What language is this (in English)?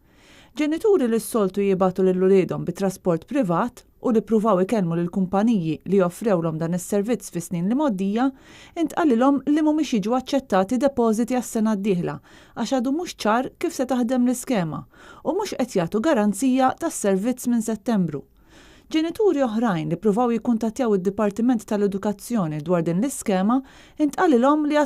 Maltese